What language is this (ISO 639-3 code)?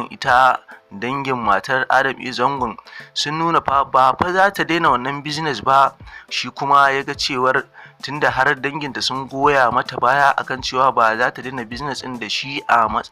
hau